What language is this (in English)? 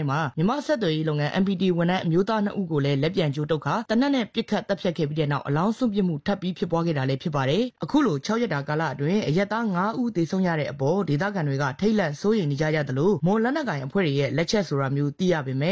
Burmese